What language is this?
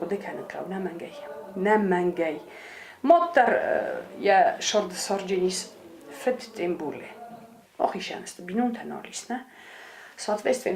Ossetic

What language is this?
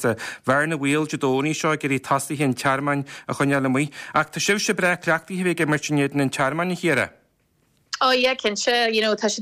Irish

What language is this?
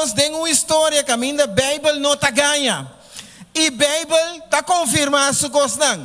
Papiamento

